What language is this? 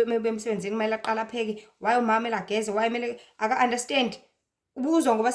Zulu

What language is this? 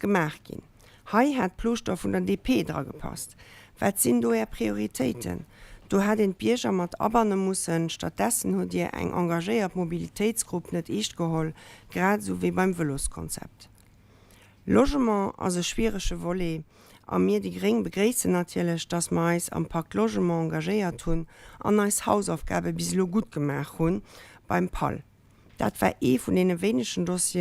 Luxembourgish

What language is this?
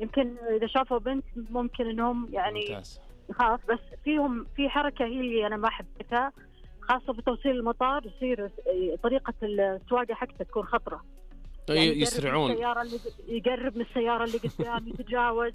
Najdi Arabic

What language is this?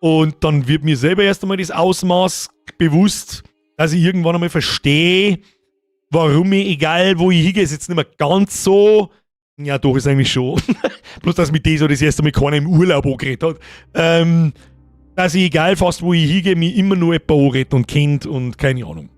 Bavarian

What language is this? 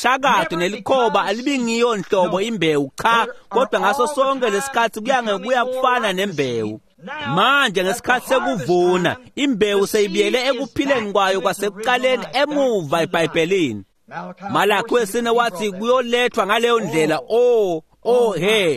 Swati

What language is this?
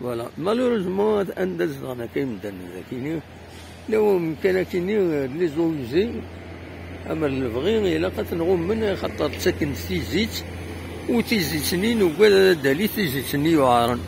Kabyle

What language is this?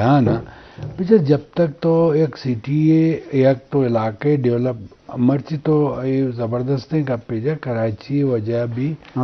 Eastern Balochi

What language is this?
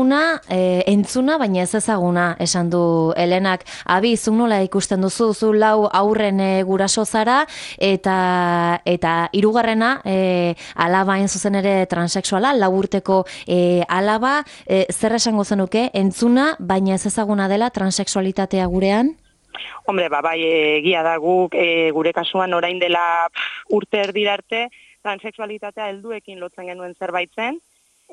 Basque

